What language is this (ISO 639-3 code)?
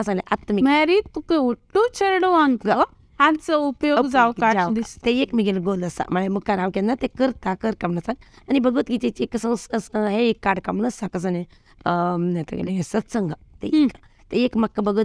kok